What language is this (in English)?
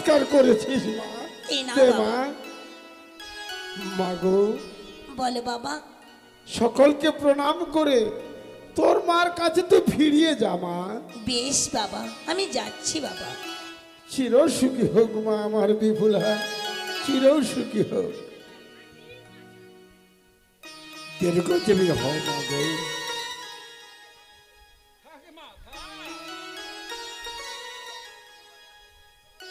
Bangla